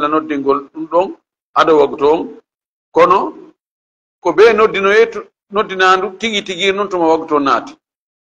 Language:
Fula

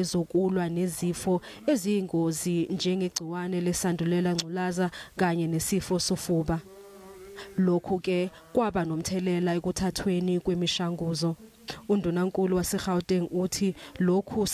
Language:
Zulu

